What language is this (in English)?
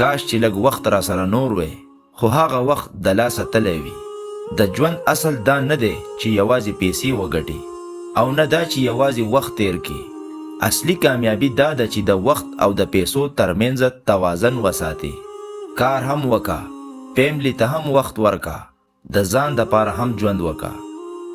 Pashto